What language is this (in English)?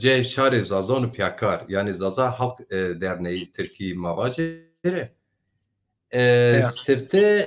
Zaza